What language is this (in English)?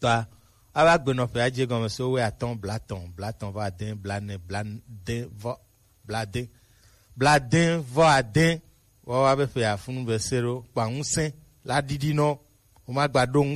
Gen